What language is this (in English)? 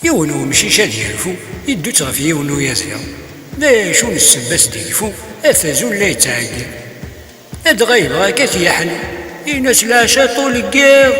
Kabyle